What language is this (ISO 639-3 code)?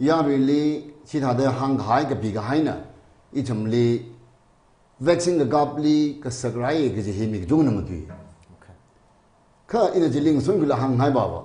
nmf